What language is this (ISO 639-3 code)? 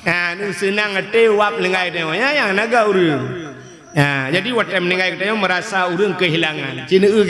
ace